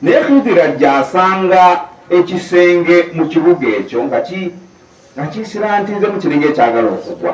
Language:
Ganda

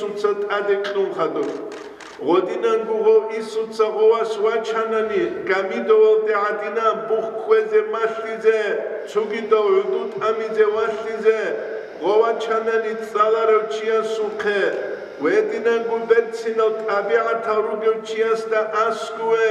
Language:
Avaric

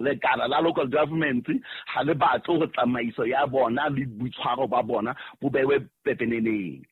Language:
Southern Sotho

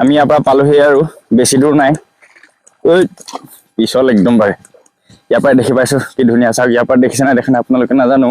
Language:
Assamese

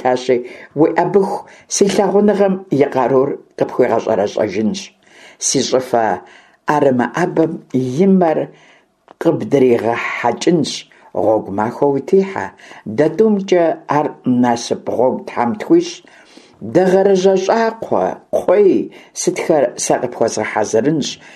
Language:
Kabardian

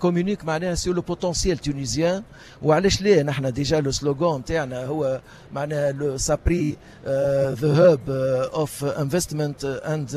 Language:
Tunisian Arabic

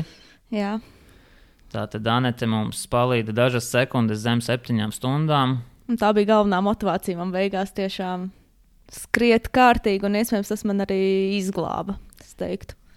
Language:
Latvian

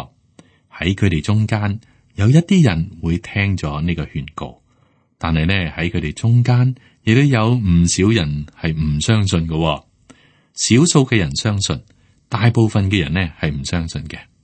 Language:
Cantonese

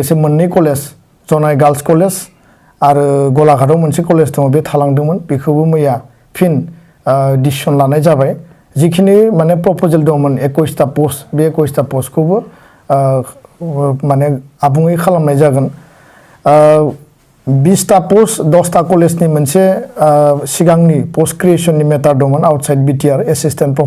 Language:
Bodo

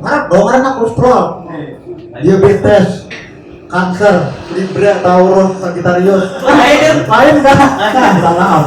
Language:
Banjar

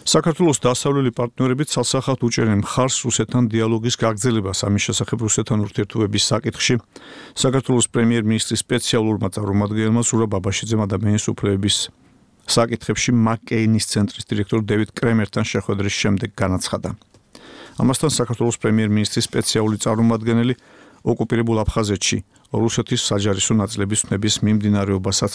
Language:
Georgian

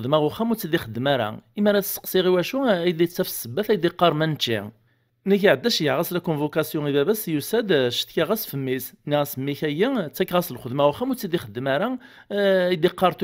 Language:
Kabyle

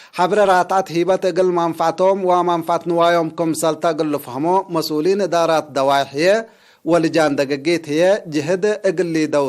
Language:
Tigre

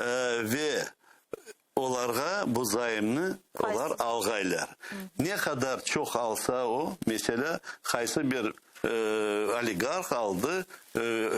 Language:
Crimean Tatar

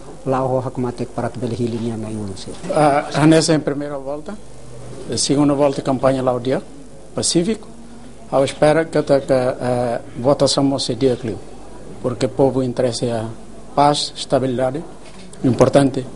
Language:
Tetum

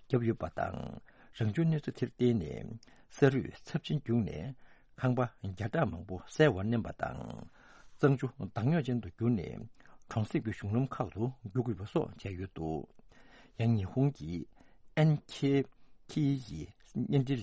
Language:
Tibetan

